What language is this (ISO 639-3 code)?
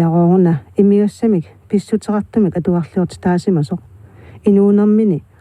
kal